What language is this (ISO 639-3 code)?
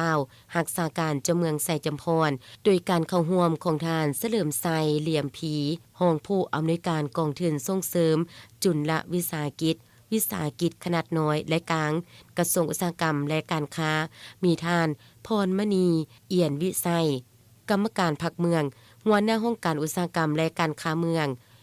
lao